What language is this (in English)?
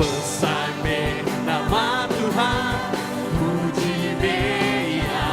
Iban